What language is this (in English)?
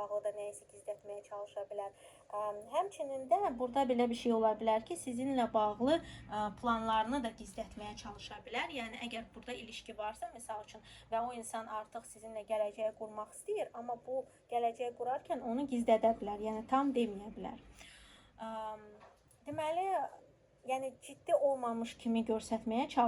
Azerbaijani